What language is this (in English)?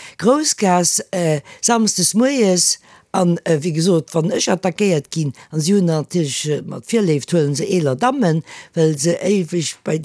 Luxembourgish